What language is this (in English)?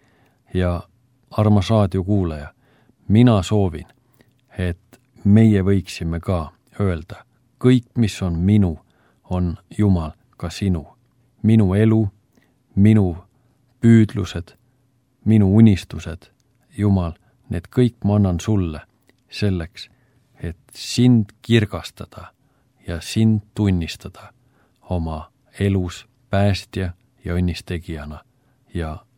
Estonian